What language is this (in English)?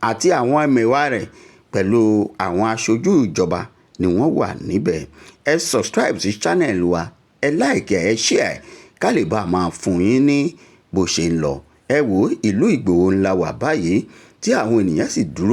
Yoruba